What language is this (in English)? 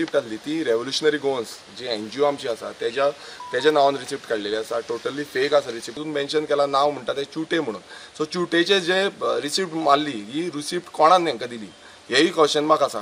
Konkani